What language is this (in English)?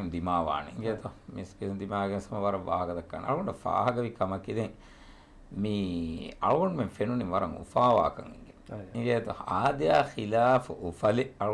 Divehi